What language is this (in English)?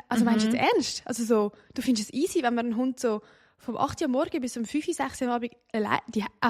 Swiss German